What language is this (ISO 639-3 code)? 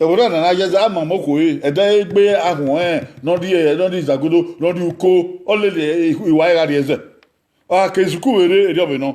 bin